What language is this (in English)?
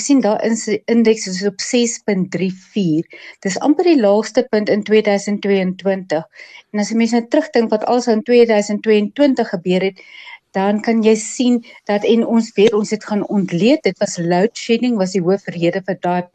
Afrikaans